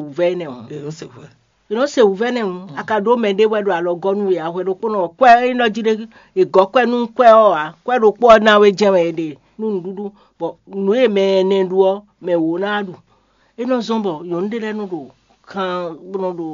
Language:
Fon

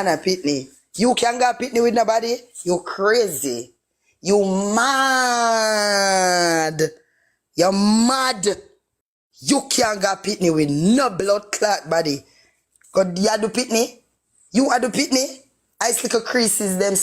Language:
Jamaican Creole English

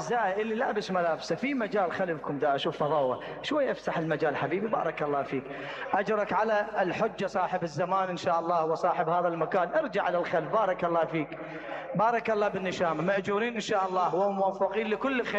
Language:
Mesopotamian Arabic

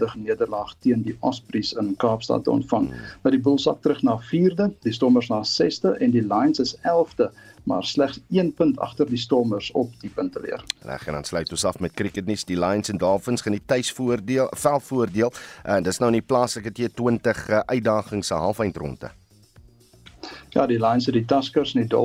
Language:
Afrikaans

